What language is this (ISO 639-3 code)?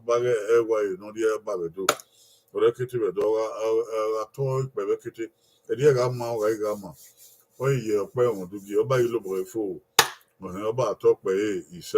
bin